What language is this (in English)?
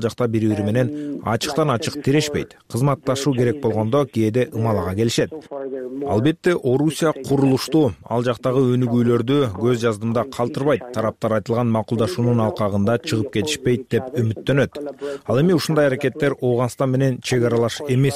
Kyrgyz